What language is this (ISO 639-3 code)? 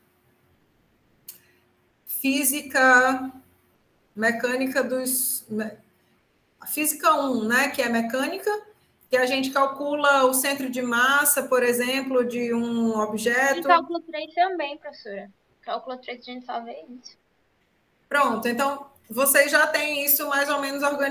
por